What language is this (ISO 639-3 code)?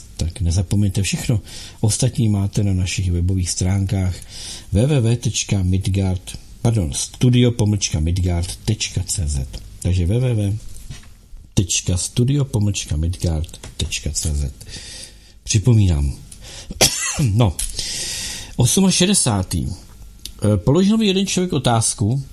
ces